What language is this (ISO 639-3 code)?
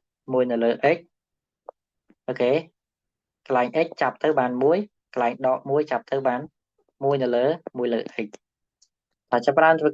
khm